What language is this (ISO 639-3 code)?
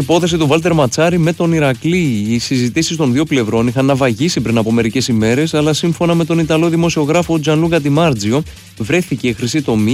ell